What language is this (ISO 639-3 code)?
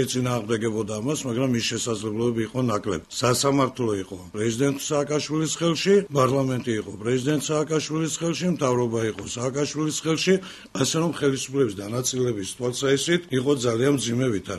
kat